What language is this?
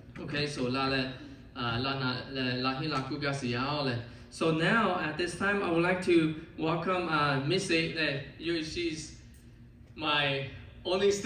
Lahu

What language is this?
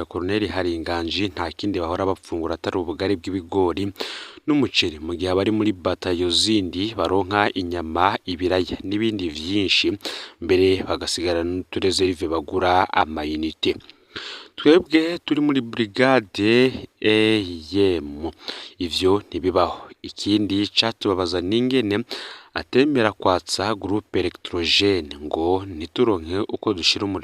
Rundi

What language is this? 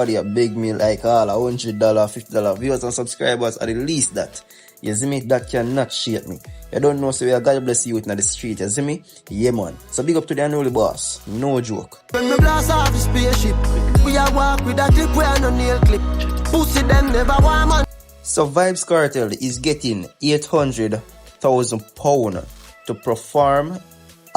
Jamaican Creole English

